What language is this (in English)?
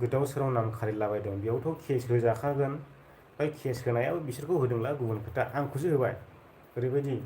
Bodo